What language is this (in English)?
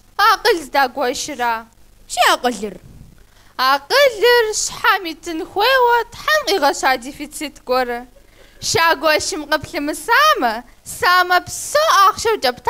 Kabardian